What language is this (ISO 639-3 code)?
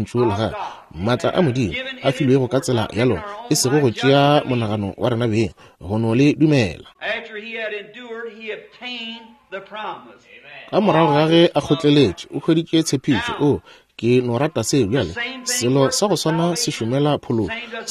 nso